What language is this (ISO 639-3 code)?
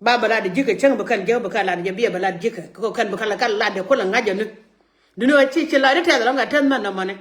nus